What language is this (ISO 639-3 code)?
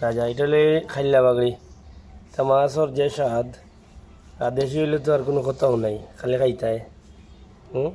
syl